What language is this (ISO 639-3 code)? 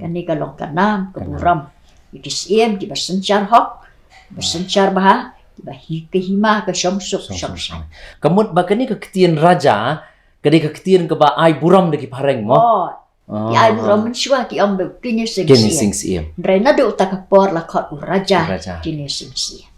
kha